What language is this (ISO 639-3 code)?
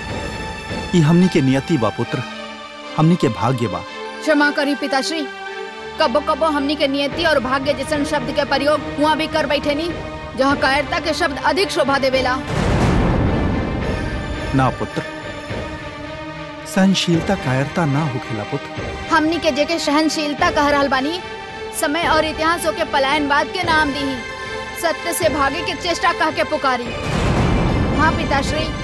bho